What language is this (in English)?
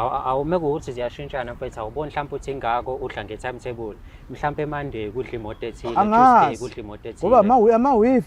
Zulu